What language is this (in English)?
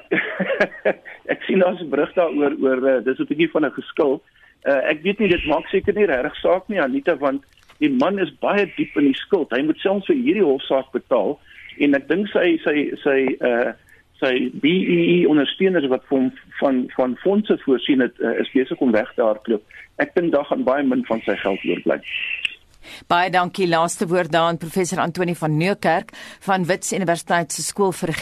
Afrikaans